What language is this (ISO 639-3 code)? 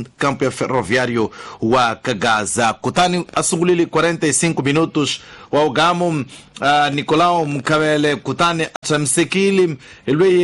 tso